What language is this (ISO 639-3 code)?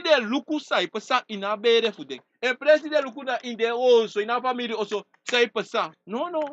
srn